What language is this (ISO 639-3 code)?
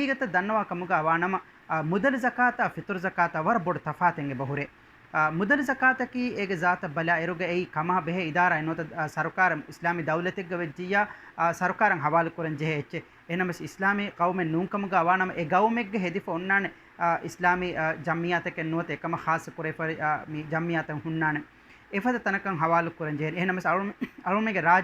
div